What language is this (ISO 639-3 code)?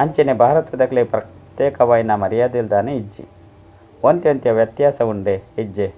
tcy